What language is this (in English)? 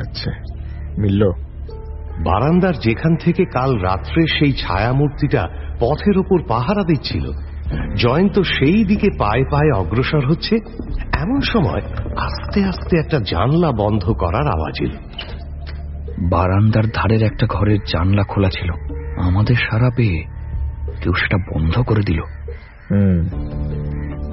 Bangla